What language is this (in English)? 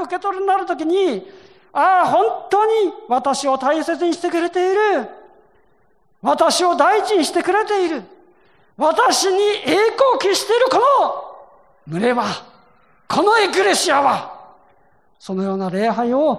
Japanese